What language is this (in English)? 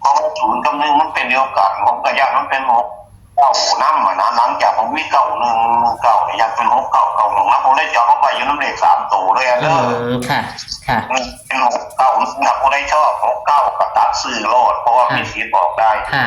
Northeastern Thai